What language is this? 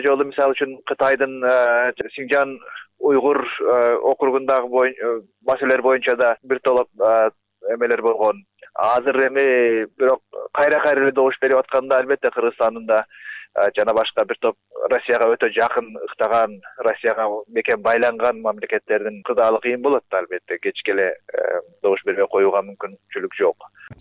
Kyrgyz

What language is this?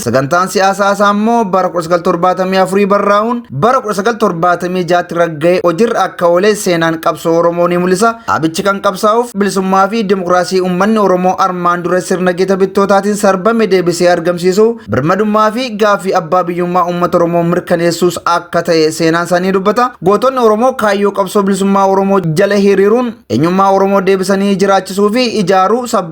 Oromo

